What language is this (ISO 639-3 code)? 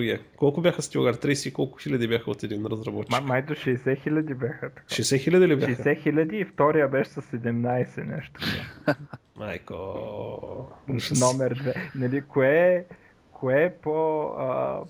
bul